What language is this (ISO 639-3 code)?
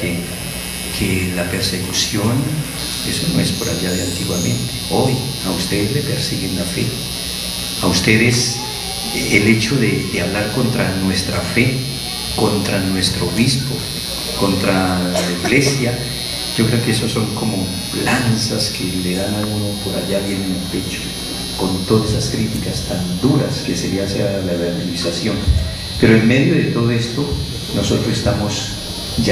spa